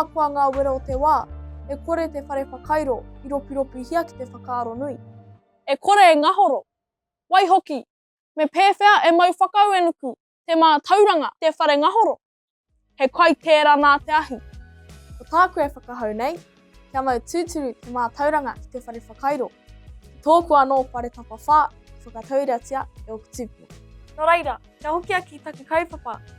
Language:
Māori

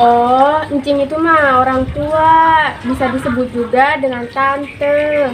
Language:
Betawi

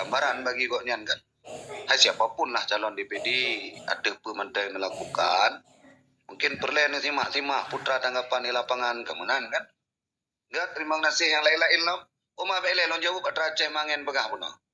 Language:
Achinese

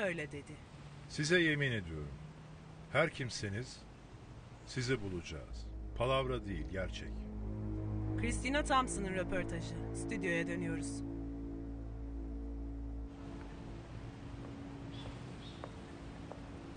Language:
Turkish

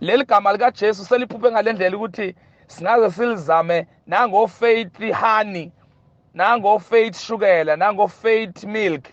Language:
Zulu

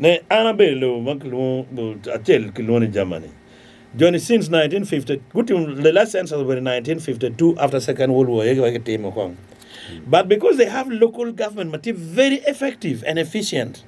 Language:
Acoli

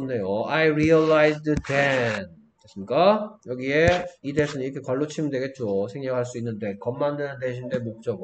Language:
Korean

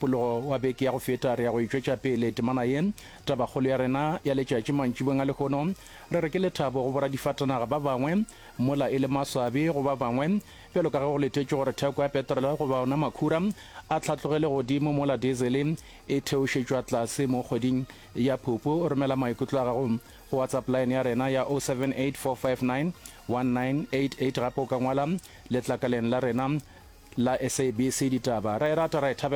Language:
Northern Sotho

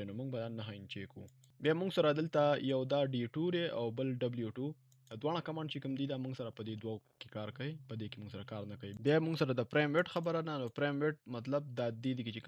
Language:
Pashto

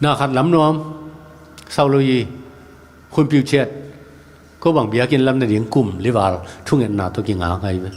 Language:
Tedim Chin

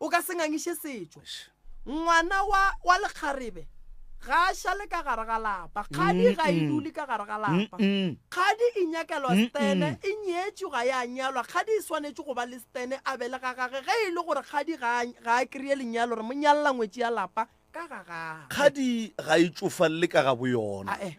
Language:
Northern Sotho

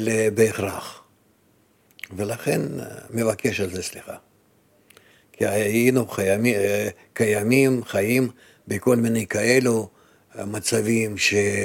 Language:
Hebrew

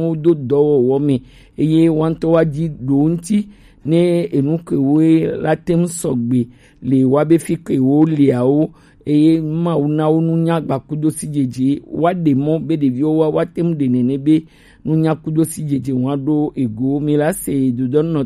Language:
Gen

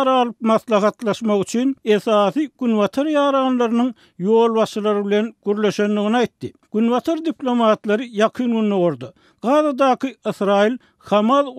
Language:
Turkmen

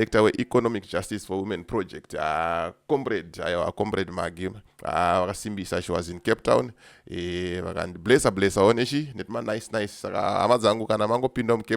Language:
Shona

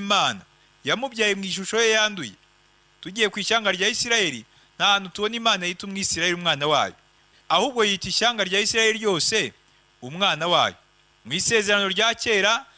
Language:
Kinyarwanda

